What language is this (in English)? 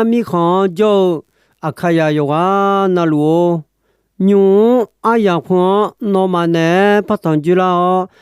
Akha